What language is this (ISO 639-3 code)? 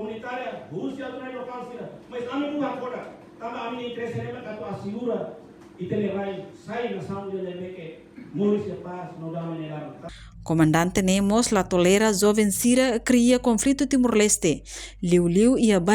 tet